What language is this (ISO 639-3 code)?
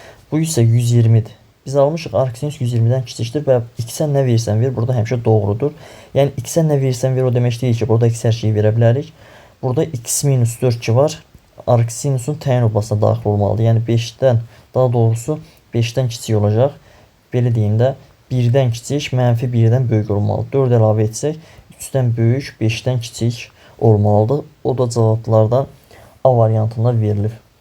aze